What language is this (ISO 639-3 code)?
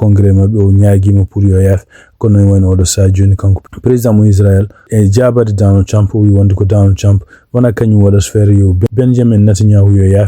ful